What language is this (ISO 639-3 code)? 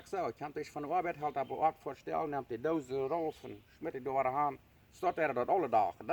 pdt